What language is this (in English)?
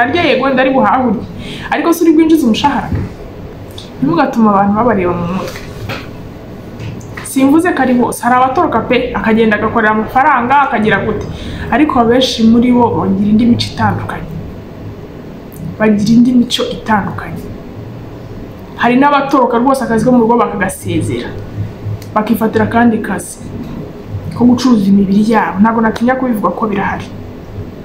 Kinyarwanda